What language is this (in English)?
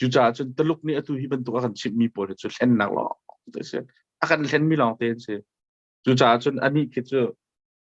Hakha Chin